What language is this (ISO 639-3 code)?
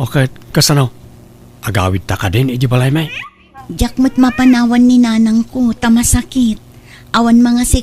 ilo